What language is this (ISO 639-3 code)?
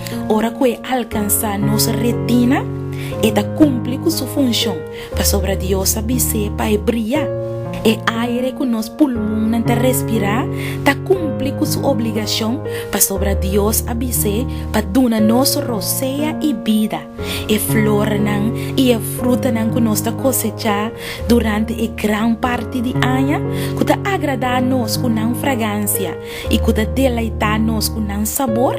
pap